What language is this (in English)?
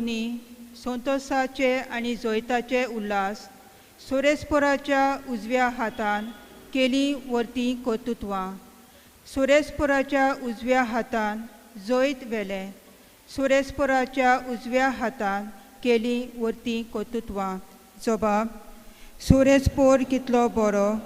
Konkani